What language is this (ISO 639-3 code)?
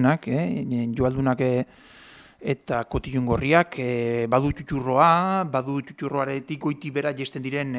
eus